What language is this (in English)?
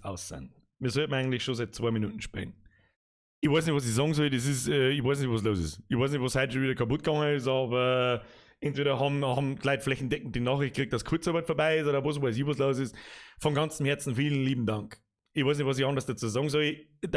Bavarian